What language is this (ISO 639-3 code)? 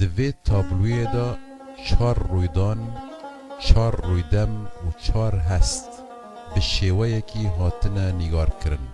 kur